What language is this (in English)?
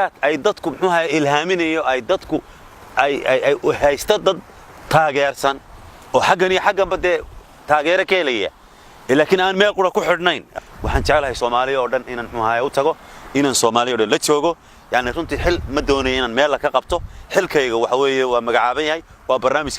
Somali